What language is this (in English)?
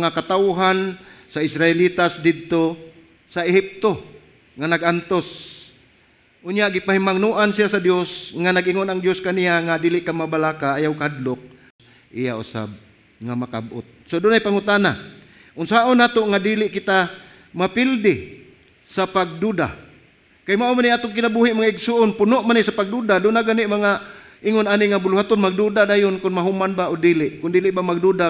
Cebuano